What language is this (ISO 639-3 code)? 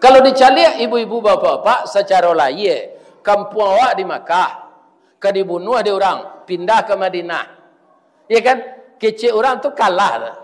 min